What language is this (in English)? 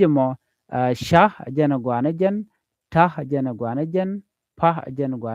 Nuer